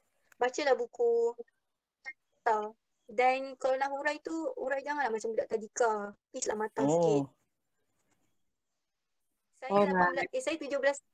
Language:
Malay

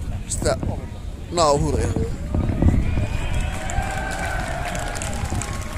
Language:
Finnish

